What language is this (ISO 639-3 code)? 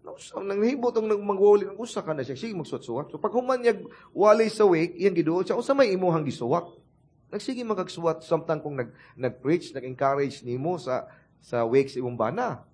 ceb